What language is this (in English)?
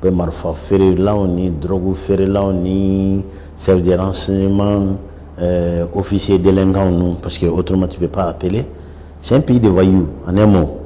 Bambara